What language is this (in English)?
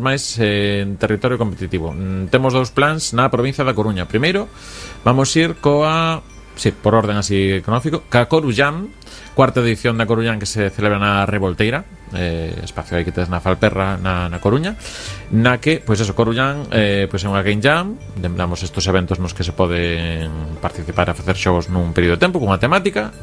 Galician